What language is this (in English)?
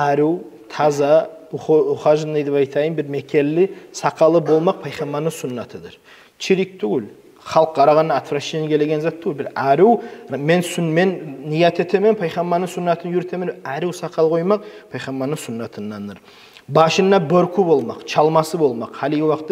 Kumyk